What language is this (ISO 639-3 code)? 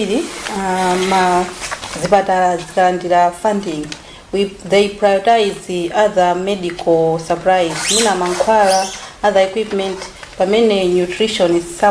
nya